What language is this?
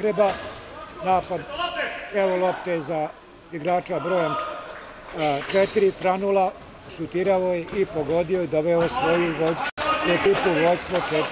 Croatian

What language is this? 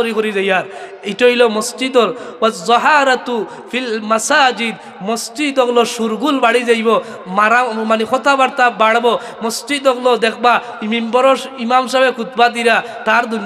Sylheti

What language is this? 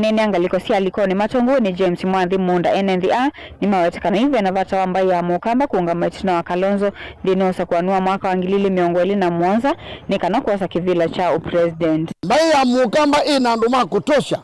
Kamba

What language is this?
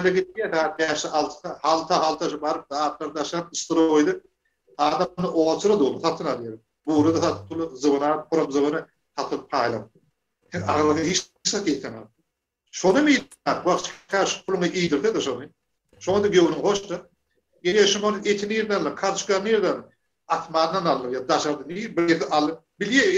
Turkmen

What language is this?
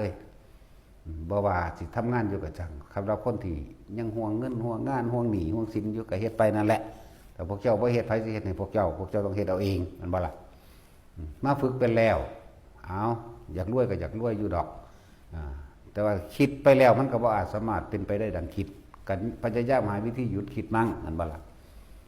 Northeastern Thai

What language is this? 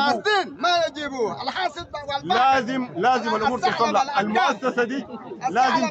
Sudanese Arabic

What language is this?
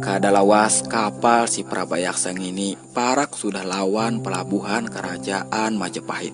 Banjar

